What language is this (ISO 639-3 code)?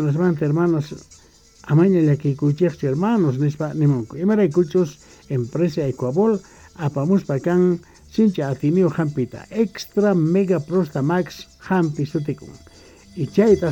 que